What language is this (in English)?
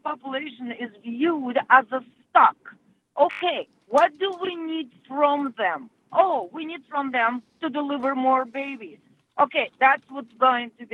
English